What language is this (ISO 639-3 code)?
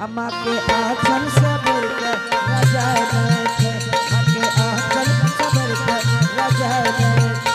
anp